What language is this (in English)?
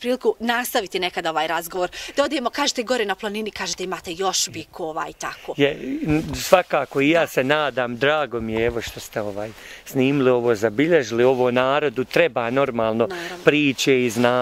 Bosnian